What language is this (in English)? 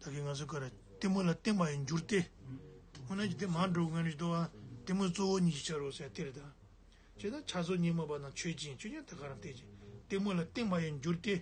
Tibetan